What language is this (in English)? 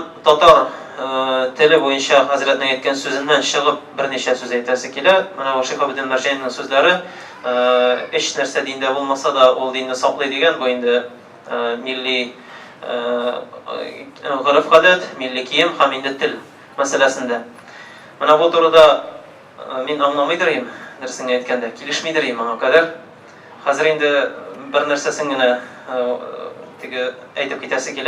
Tatar